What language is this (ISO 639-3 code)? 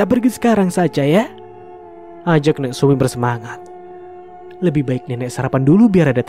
ind